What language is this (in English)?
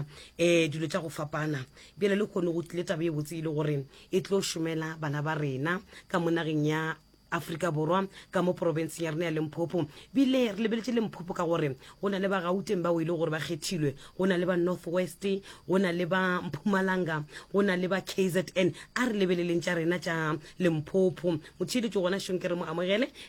Northern Sotho